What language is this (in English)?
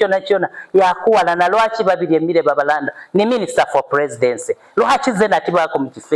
Soga